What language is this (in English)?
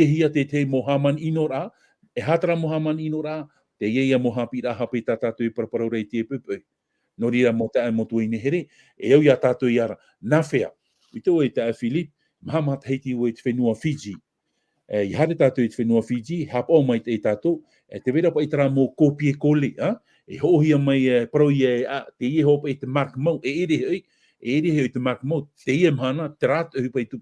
Tahitian